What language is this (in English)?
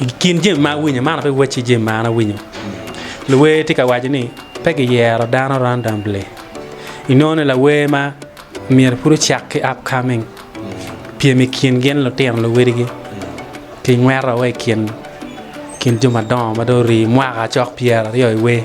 Acoli